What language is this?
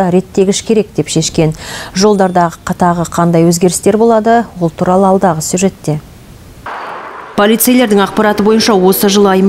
Kazakh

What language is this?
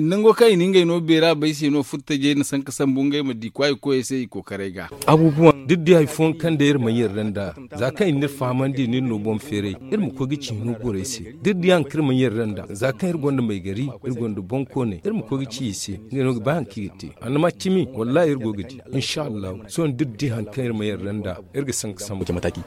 Zarma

